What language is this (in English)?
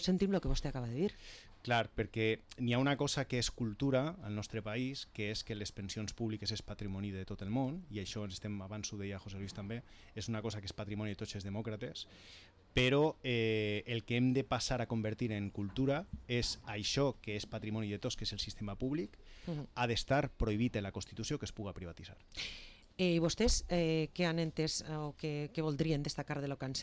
Catalan